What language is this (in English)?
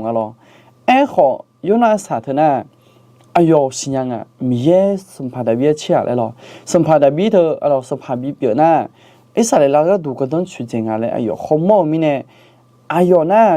Akha